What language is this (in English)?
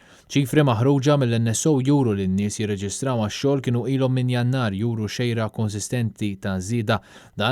Maltese